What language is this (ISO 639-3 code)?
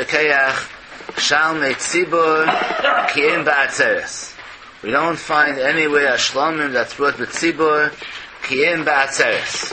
yid